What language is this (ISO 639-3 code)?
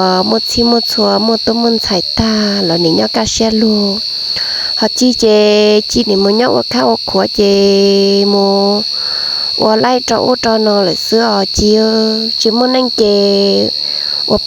hmn